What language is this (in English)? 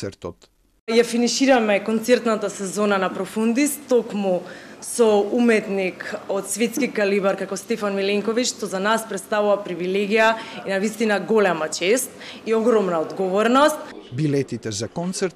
Macedonian